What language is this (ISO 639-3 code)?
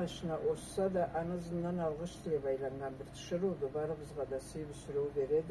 krc